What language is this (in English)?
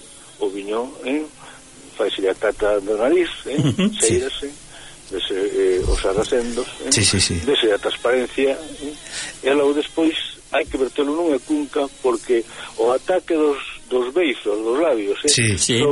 Galician